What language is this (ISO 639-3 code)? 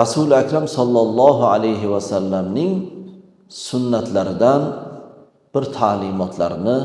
uzb